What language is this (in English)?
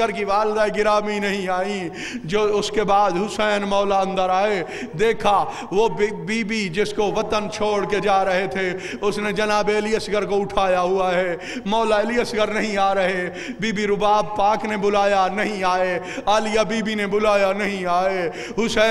Urdu